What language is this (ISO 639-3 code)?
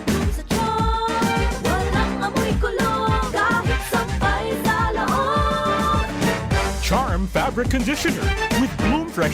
bik